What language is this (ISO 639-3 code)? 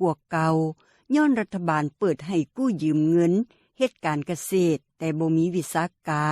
lao